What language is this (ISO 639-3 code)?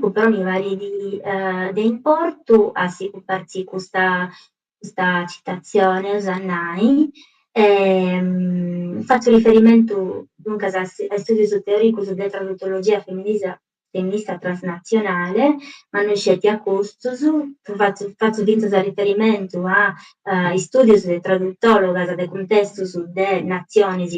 srd